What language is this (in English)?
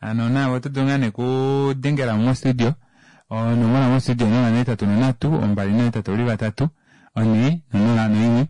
Kuanyama